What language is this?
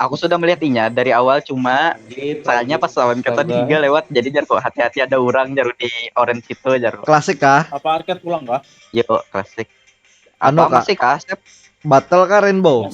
Banjar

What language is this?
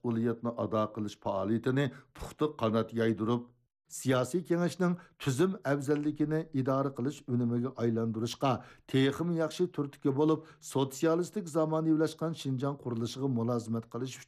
Uyghur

